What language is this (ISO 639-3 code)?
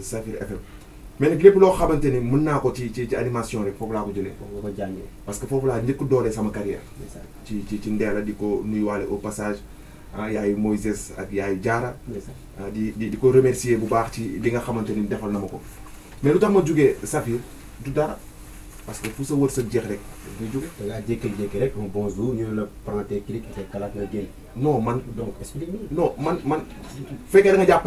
wol